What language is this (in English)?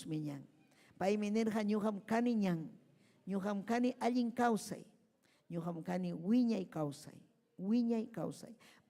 Ayacucho Quechua